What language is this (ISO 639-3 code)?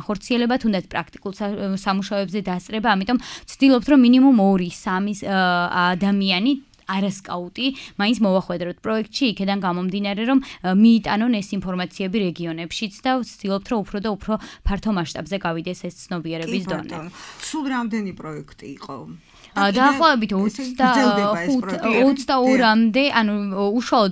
kat